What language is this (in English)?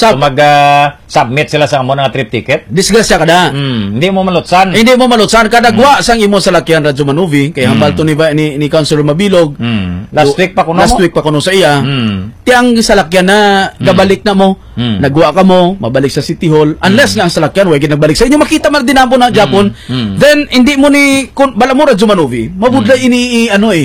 Hiligaynon